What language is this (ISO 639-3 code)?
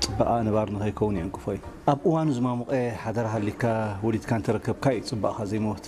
tir